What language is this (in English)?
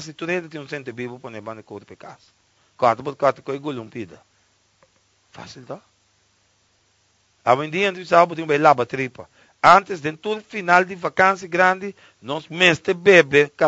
Portuguese